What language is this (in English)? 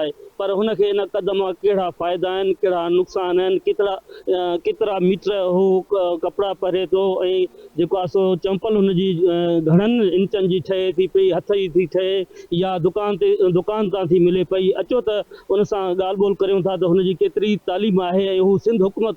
Sindhi